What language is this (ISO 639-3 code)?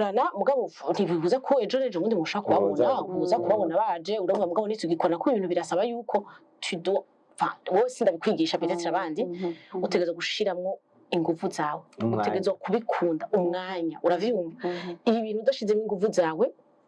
run